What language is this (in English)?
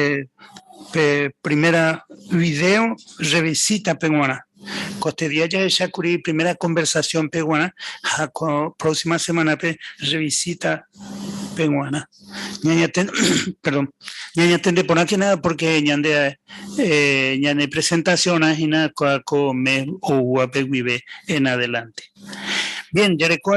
Guarani